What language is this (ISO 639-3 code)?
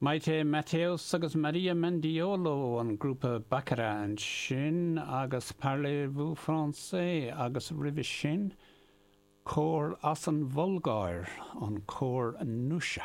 gle